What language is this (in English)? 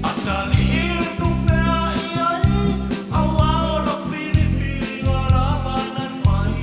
Samoan